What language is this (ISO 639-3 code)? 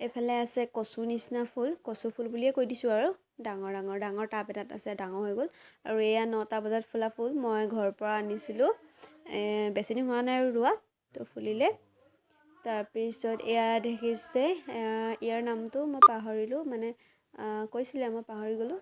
asm